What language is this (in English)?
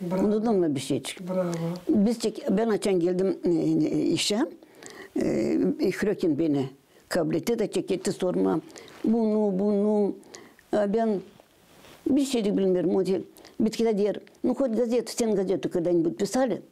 Gagauz